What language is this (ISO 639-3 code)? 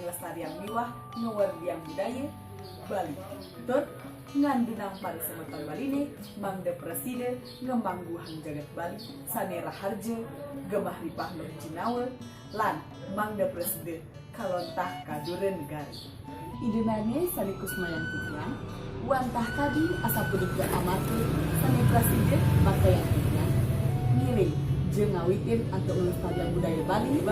ban